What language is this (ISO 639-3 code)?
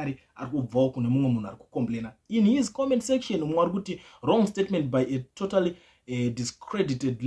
sna